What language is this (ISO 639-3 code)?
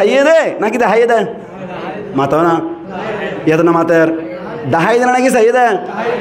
rhg